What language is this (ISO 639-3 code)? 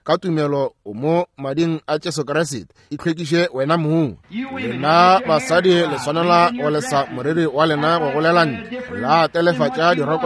nso